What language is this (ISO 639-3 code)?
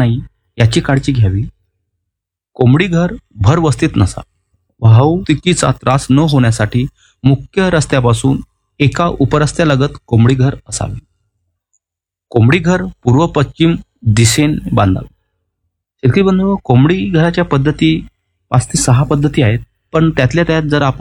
mar